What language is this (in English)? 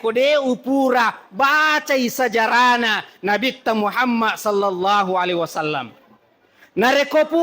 Buginese